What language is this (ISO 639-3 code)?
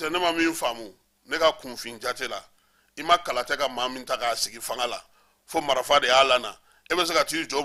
bam